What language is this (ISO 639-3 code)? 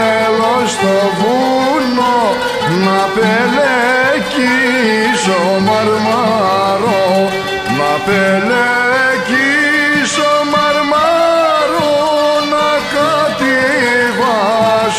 ell